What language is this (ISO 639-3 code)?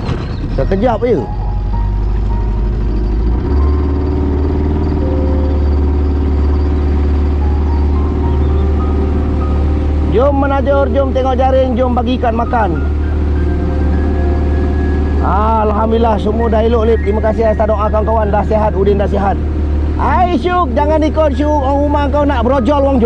msa